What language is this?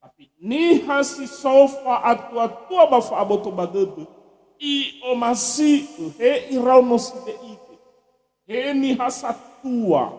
Nias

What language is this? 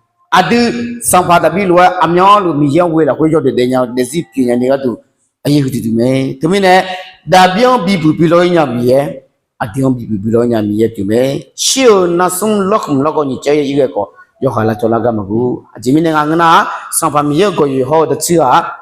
Akha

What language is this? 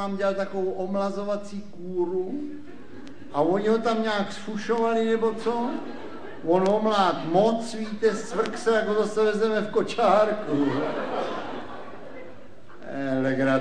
Czech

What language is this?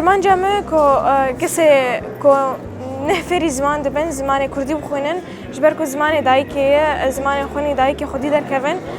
Kurdish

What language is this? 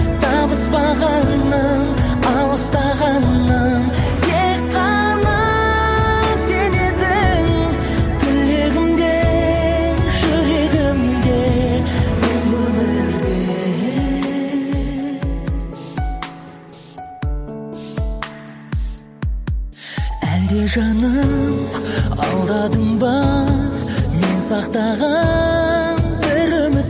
Kazakh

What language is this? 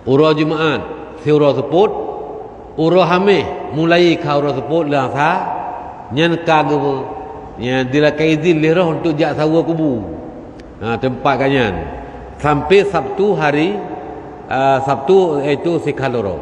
Achinese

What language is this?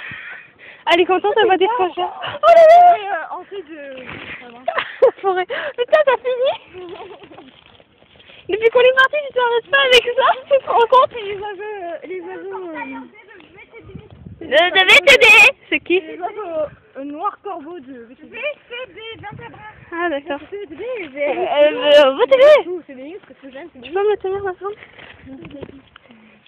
French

